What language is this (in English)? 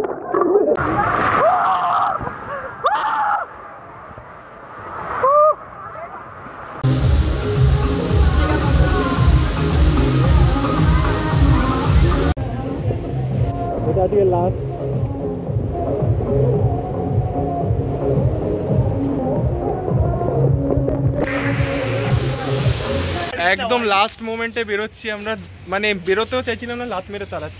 Bangla